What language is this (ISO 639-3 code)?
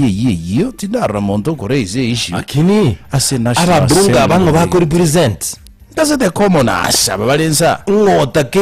guz